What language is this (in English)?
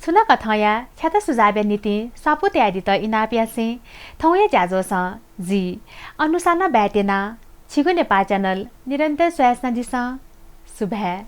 Newari